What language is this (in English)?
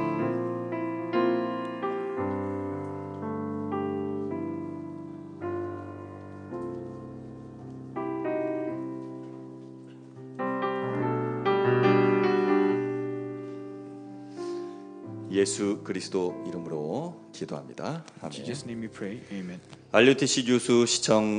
Korean